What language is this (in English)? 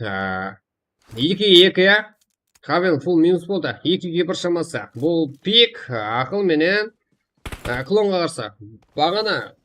Kara-Kalpak